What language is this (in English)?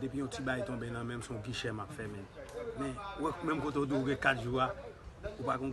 Haitian Creole